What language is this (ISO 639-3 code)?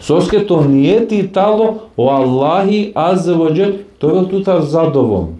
rmn